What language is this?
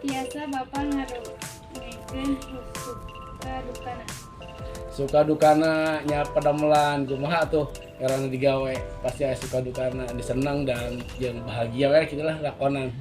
Sundanese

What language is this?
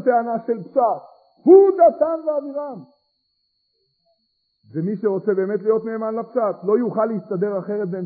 Hebrew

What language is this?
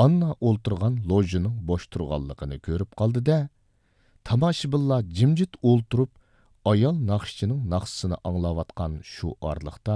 Uyghur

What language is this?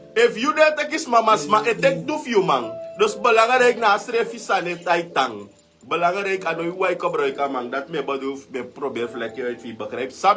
Sranan Tongo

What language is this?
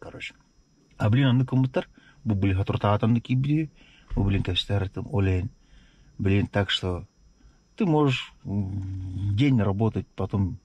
Yakut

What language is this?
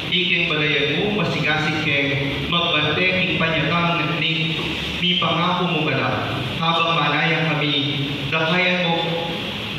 Pampanga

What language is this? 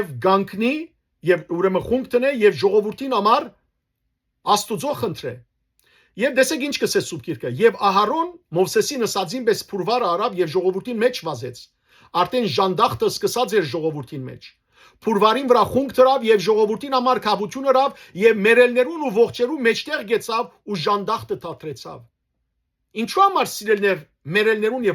Western Armenian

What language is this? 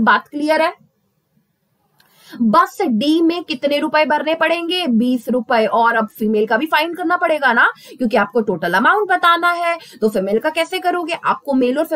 Hindi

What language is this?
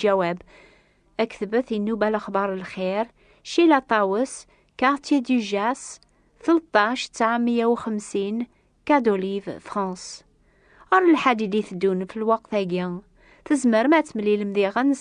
Kabyle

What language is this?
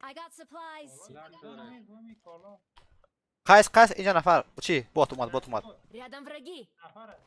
Persian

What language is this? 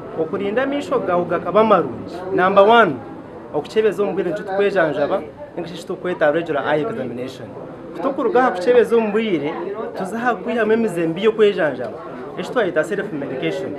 Nyankole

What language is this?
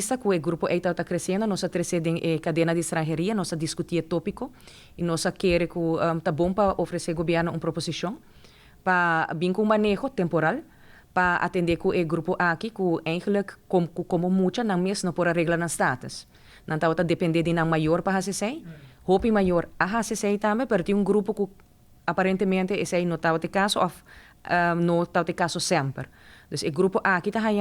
Papiamento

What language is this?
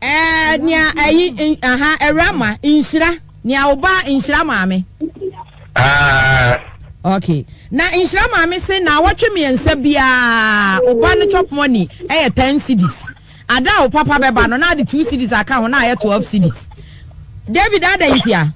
Akan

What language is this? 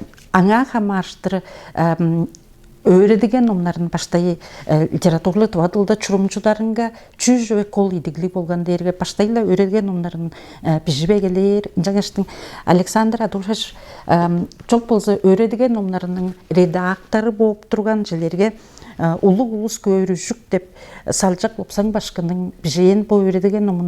Tuvinian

